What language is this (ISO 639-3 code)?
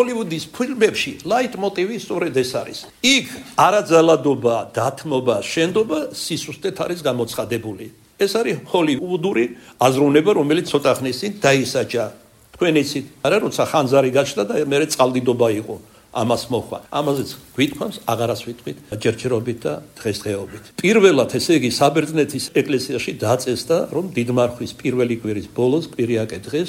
kat